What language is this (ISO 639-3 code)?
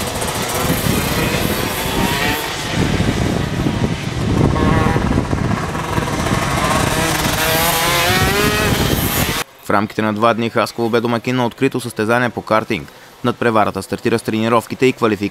bul